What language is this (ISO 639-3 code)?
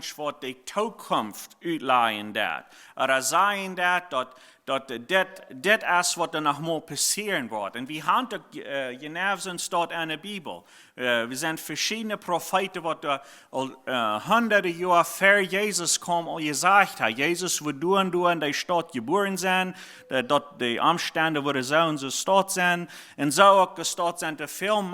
pdt